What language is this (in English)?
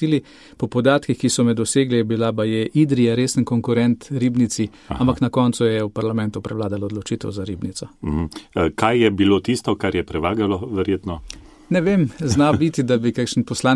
Slovenian